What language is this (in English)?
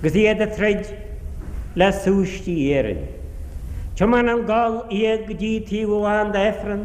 Irish